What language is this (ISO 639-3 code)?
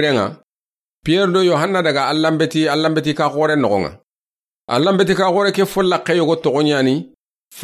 snk